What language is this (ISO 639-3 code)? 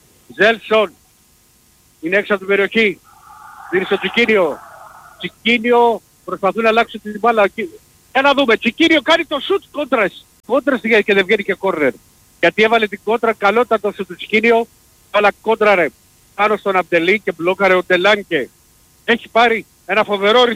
ell